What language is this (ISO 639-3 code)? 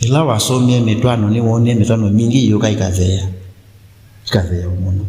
kam